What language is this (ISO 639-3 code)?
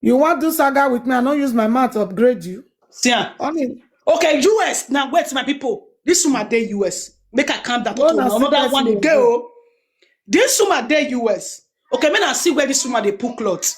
pcm